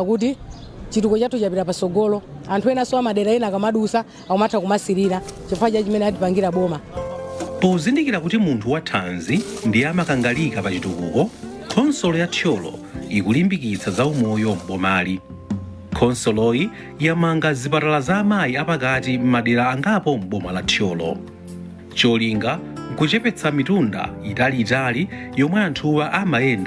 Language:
Nyanja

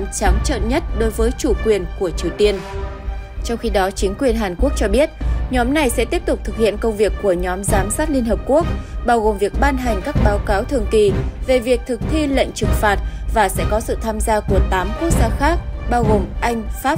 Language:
Vietnamese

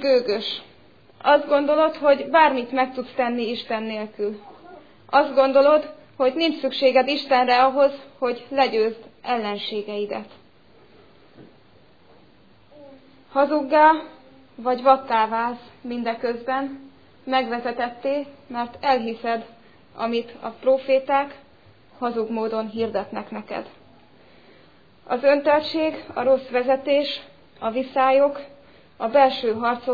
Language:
Hungarian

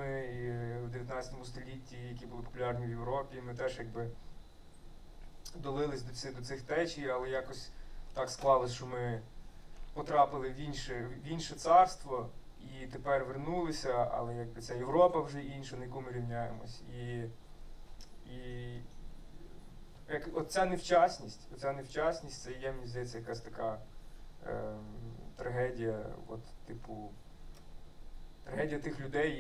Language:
Ukrainian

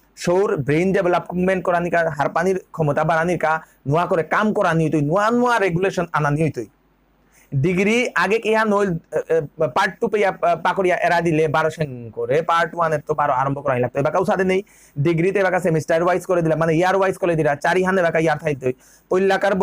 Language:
Bishnupriya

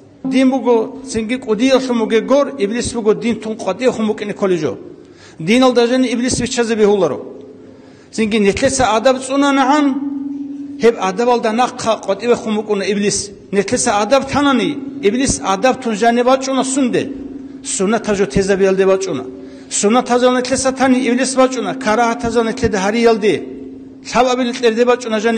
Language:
Avaric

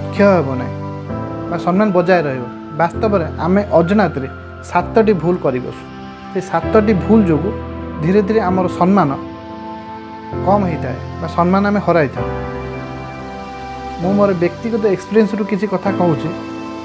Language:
Odia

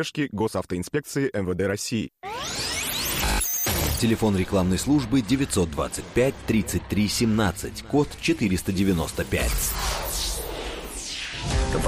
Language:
Russian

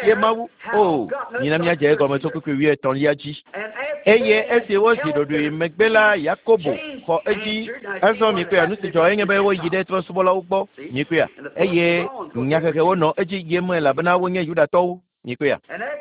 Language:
Ewe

